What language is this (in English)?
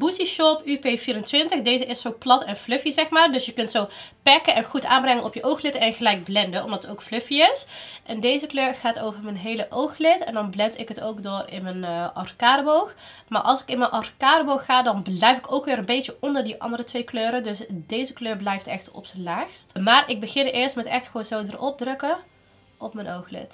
Dutch